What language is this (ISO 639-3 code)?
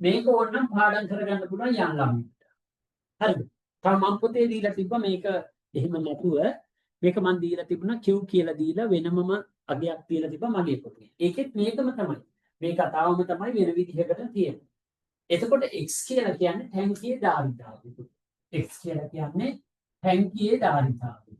sin